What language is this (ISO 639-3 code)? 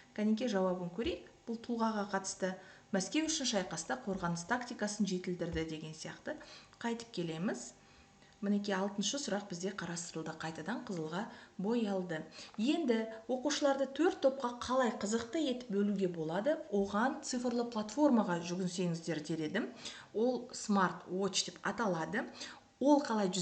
kaz